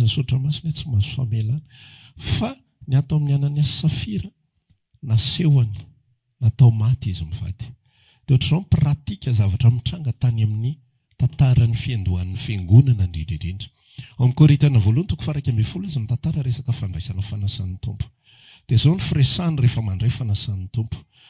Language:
Malagasy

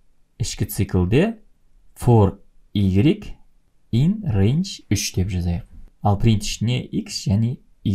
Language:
Kazakh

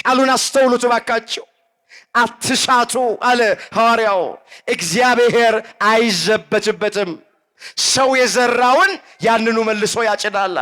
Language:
Amharic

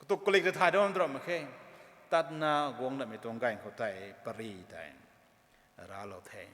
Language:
Rongmei Naga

